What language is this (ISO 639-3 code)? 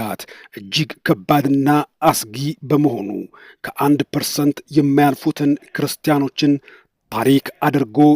amh